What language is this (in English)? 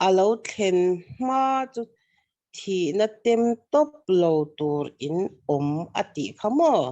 Mizo